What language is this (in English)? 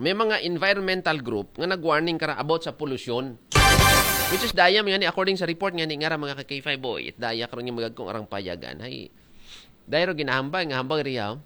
Aklanon